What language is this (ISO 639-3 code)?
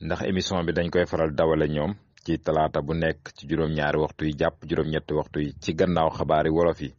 wol